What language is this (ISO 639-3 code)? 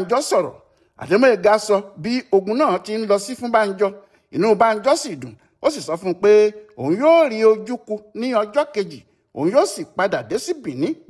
yor